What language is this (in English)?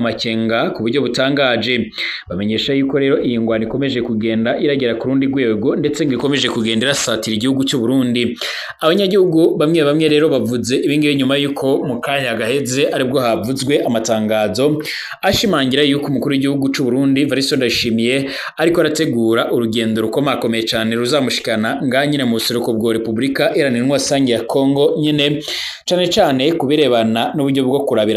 Rundi